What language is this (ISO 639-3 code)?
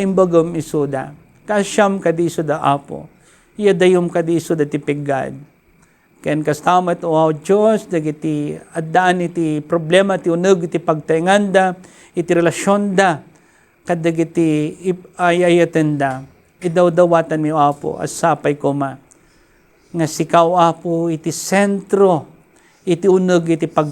ilo